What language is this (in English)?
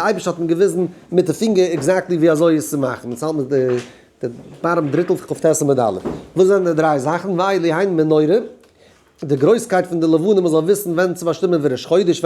Yiddish